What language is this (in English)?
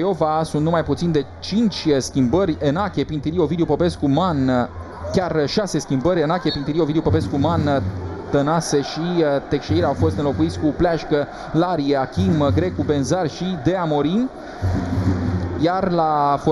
Romanian